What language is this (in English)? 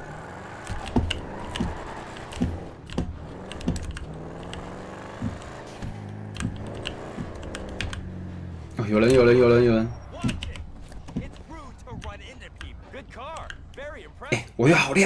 Chinese